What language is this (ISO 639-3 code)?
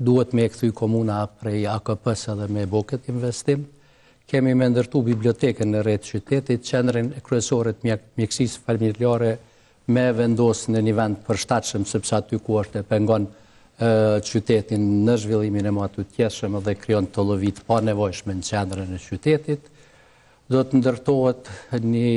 sqi